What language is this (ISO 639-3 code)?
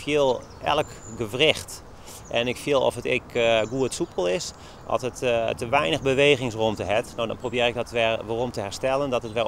fry